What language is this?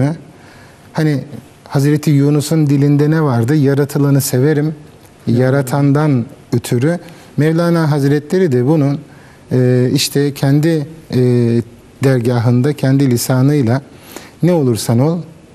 Turkish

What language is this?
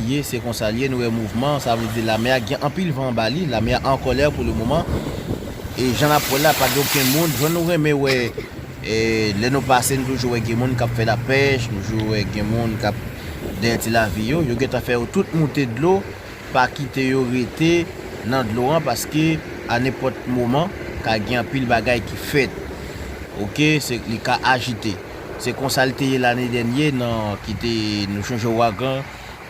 Haitian Creole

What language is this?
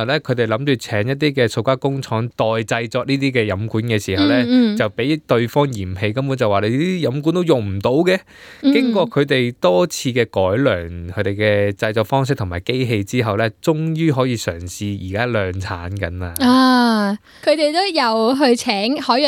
Cantonese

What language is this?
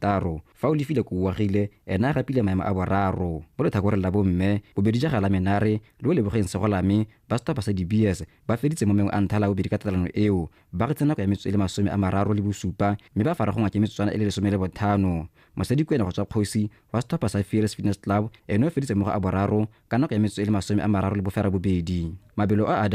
Tswana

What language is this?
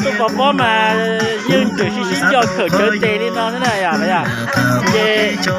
Hmong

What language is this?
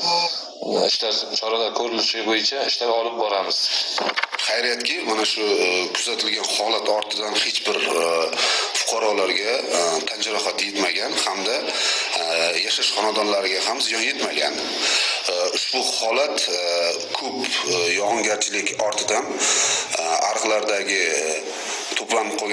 Uzbek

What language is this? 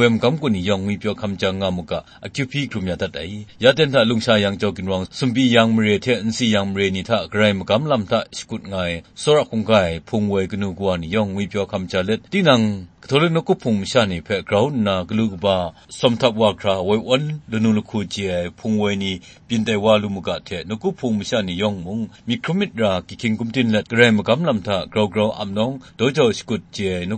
Kachin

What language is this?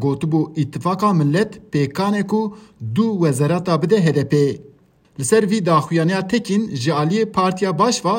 Kurdish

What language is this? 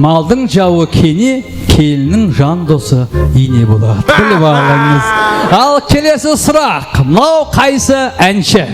Kara-Kalpak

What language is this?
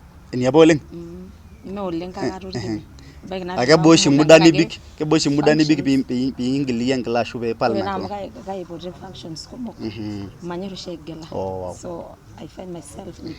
Masai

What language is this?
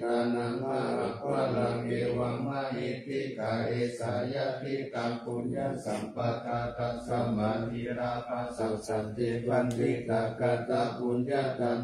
Pali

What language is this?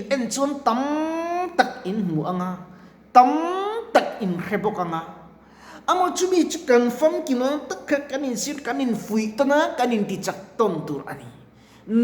Mizo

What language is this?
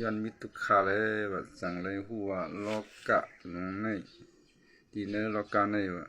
Shan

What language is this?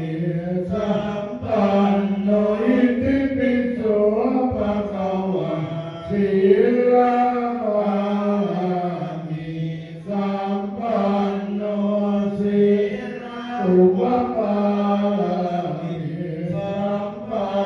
Pali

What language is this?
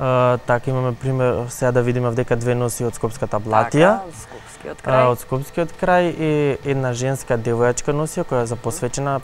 Macedonian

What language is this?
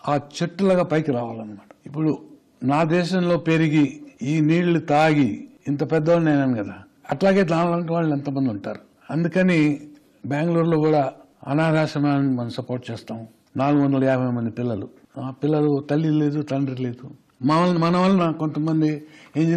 Telugu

